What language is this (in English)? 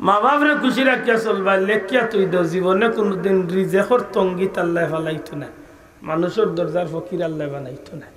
Sylheti